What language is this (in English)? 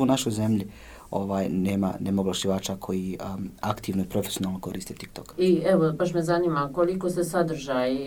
Bosnian